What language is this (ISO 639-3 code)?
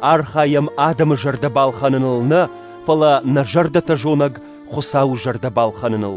oss